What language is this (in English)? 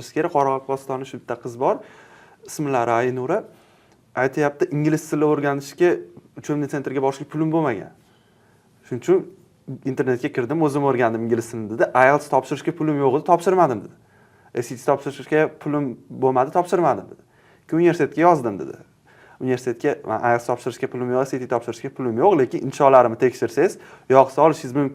Uzbek